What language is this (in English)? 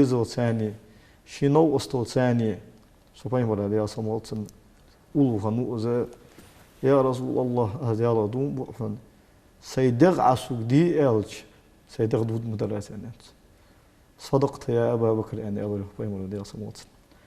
Ingush